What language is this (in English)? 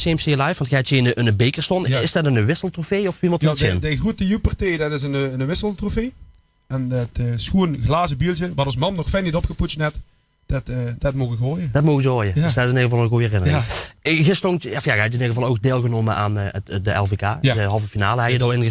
Limburgish